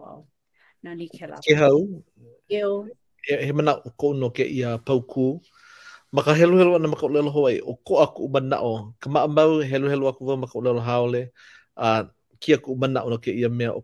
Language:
Hawaiian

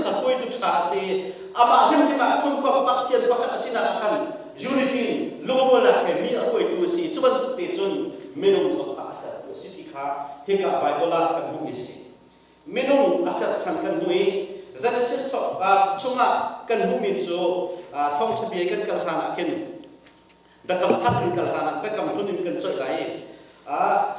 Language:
Hakha Chin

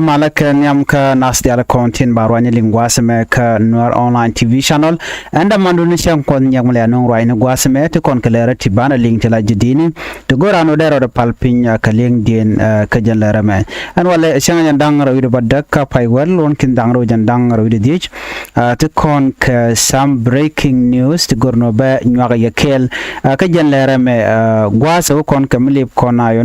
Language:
Nuer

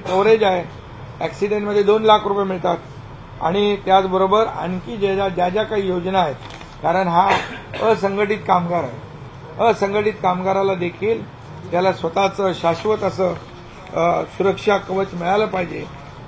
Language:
Marathi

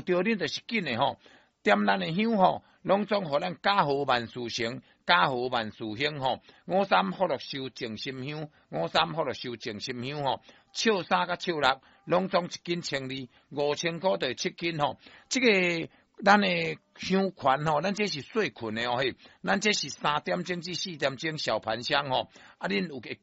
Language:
Min Nan Chinese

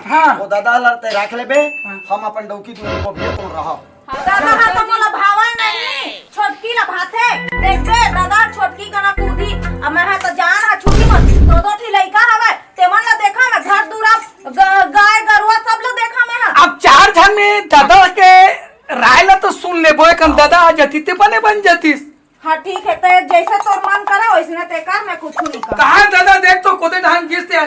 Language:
Chhattisgarhi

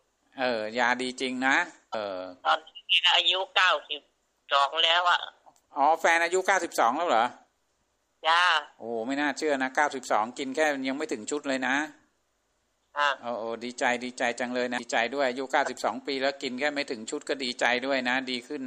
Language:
Thai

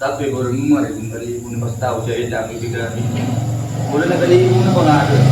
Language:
Madurese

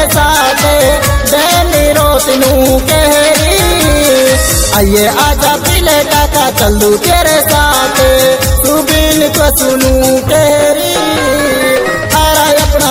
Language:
Haryanvi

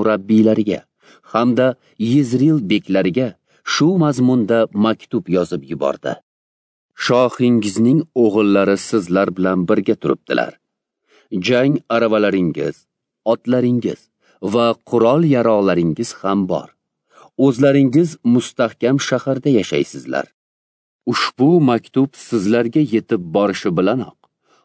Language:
Uzbek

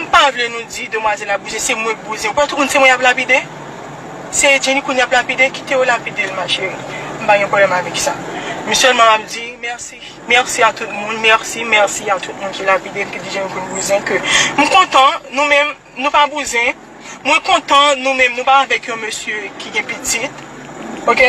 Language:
Haitian Creole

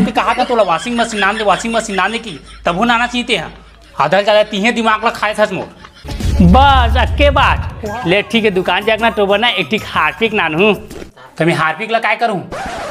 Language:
Chhattisgarhi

